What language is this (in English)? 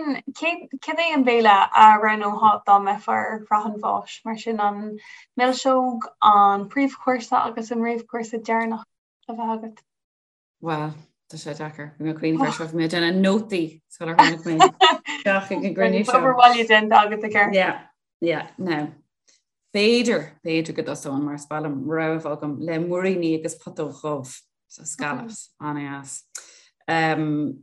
Irish